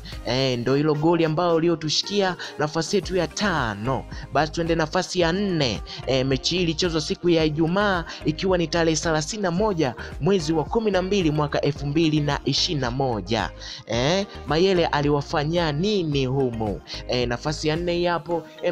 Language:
Swahili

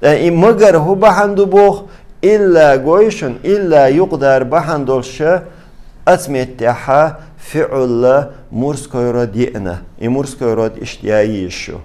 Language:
Chechen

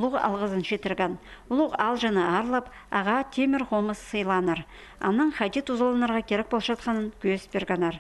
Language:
Khakas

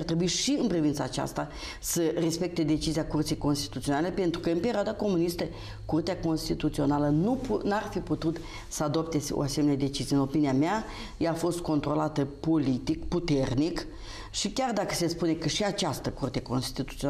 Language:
Romanian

